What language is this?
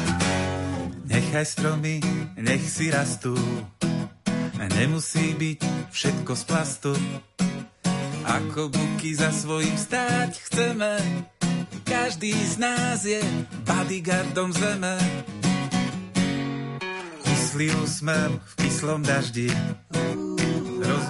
Slovak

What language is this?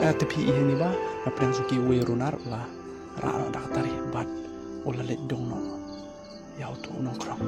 Khasi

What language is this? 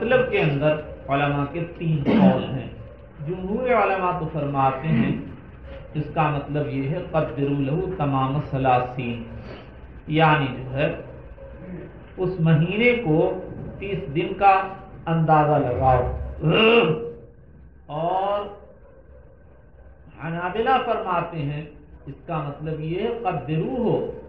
Urdu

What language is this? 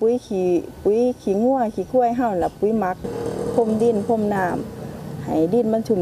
Thai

